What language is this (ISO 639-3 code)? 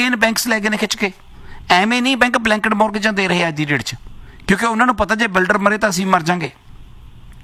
pan